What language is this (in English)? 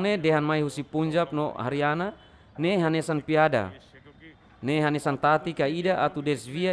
Tetum